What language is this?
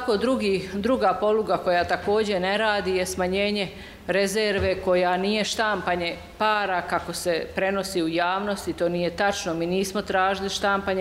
Bosnian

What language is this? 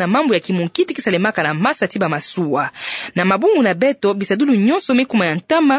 Kituba (Democratic Republic of Congo)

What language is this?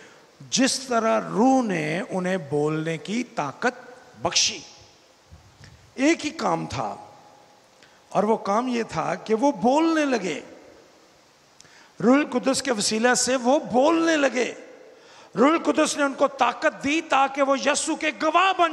Urdu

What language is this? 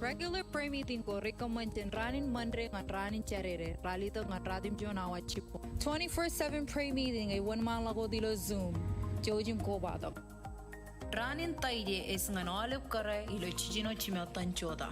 Marshallese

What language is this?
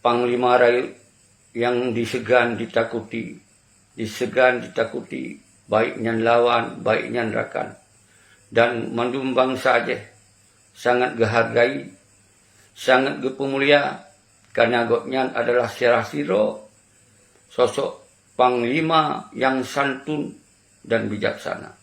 Achinese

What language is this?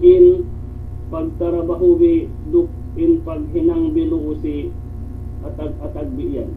Yakan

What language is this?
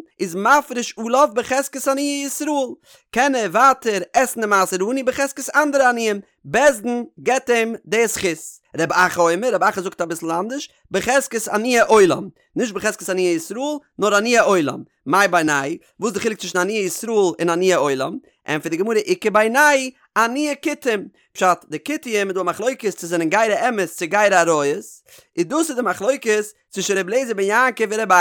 Yiddish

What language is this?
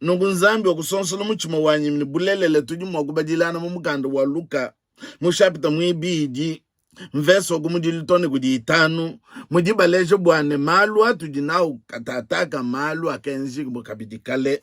Luba-Lulua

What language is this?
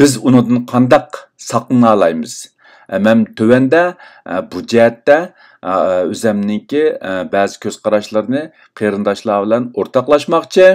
Uyghur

